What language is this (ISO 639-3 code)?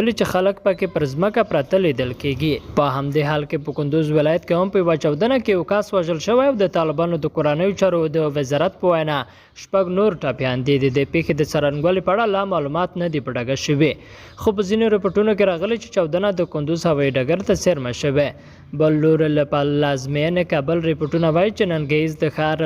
pus